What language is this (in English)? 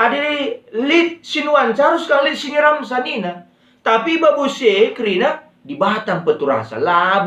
Batak Karo